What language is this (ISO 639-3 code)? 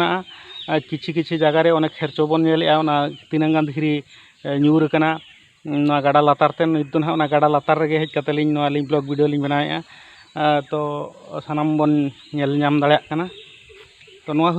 sat